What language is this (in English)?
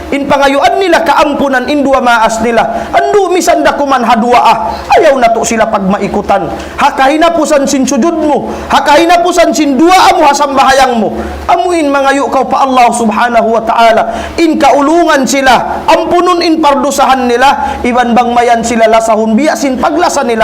Tausug